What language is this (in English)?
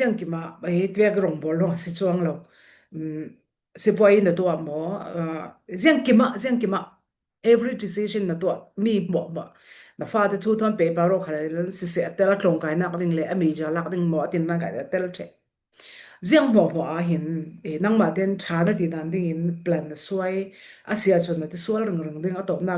Falam Chin